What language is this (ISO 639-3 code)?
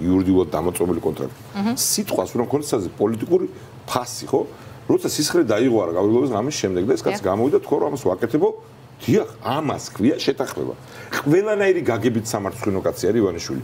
kat